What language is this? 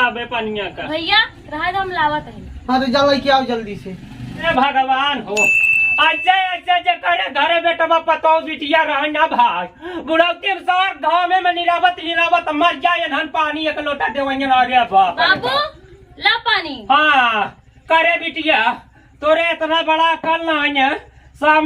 Awadhi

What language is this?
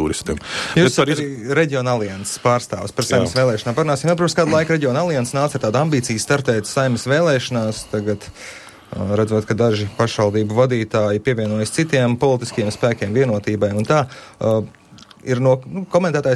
Latvian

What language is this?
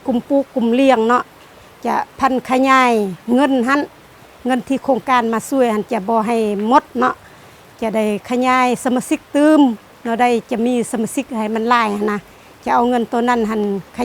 Lao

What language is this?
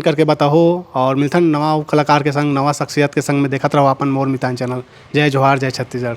Chhattisgarhi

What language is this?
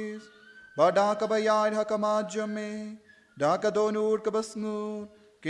Khasi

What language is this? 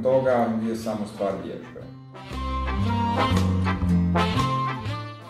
Croatian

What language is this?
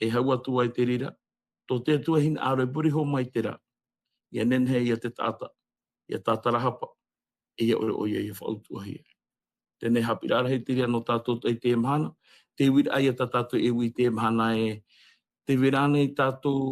Tahitian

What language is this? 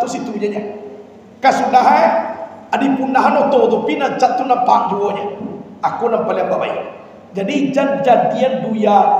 Minangkabau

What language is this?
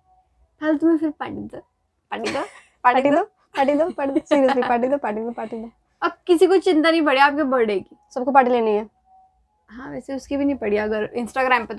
Hindi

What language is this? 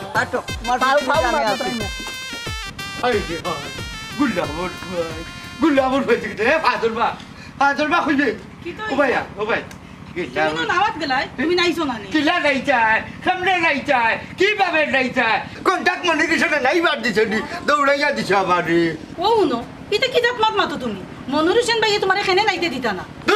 Sylheti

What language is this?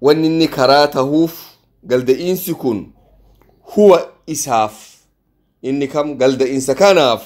Oromo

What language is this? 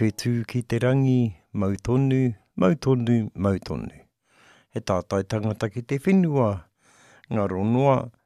Māori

